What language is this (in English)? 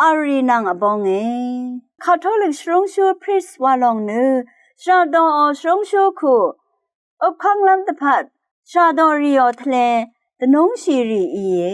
Rawang